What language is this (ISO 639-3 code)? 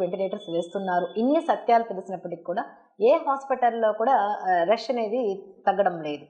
tel